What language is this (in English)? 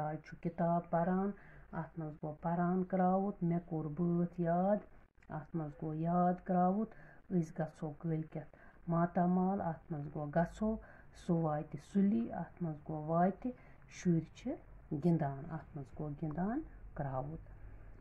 Kashmiri